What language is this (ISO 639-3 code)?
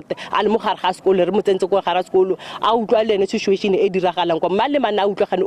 tsn